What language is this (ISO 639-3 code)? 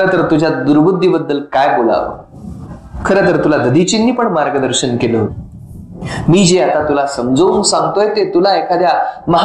mar